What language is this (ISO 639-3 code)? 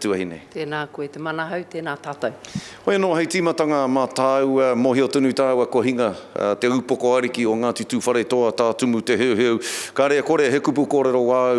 mri